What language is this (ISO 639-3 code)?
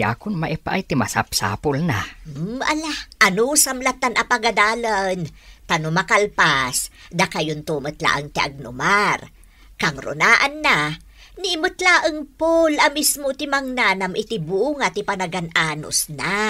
ilo